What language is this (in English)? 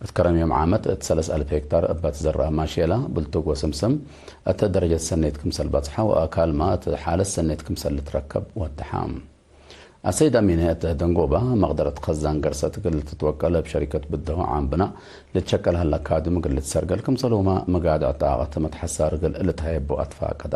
Tigre